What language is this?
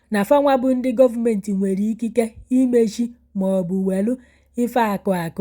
Igbo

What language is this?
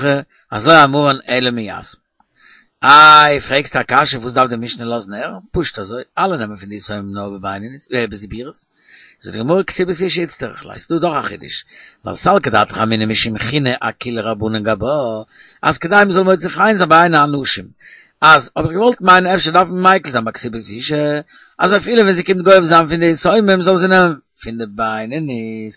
Yiddish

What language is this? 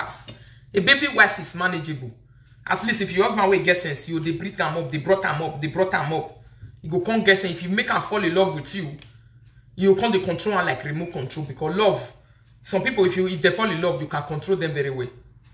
Nigerian Pidgin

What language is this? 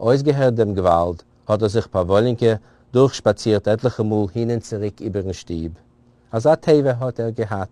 Yiddish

